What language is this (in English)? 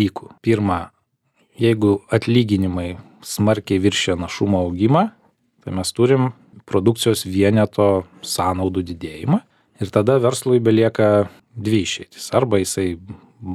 Lithuanian